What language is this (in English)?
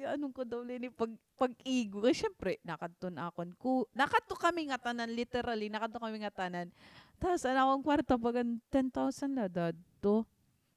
Waray